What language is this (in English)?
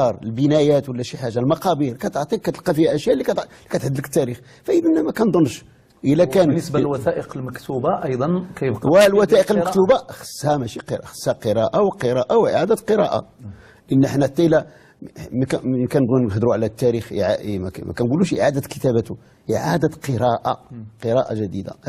Moroccan Arabic